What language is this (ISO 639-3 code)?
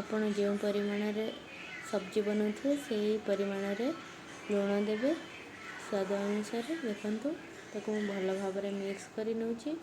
ori